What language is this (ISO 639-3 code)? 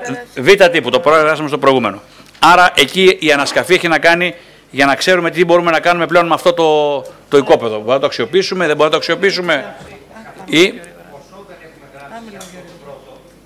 ell